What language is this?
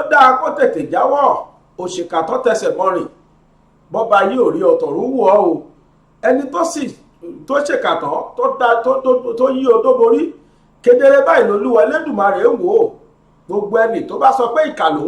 Yoruba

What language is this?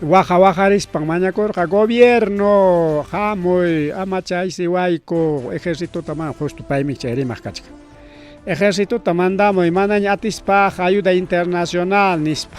Ayacucho Quechua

